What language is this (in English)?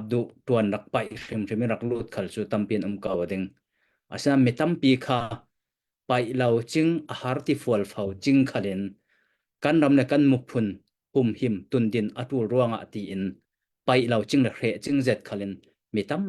Hakha Chin